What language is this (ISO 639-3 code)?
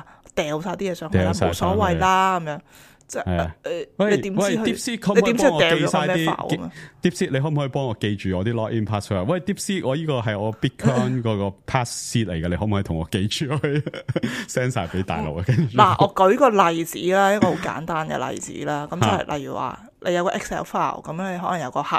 yue